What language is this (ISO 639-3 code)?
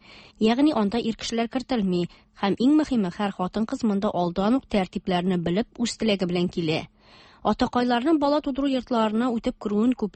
tat